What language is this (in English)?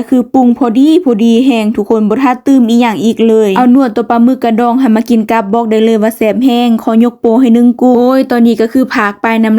Lao